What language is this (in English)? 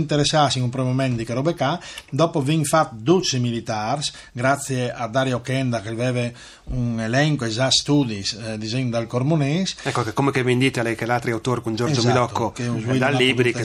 Friulian